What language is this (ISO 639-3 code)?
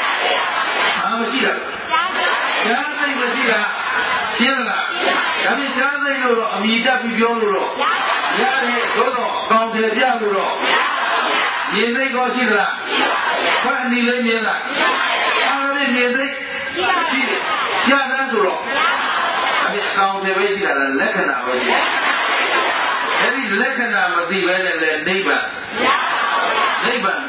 mya